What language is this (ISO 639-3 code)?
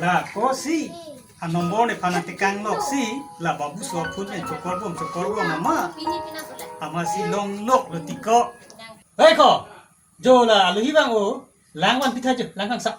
mjw